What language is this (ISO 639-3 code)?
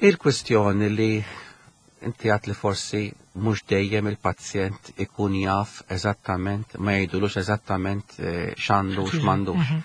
mlt